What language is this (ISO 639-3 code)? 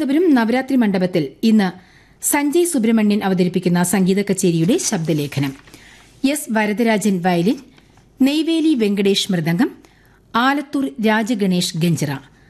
mal